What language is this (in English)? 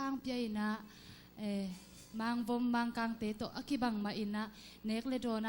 Tedim Chin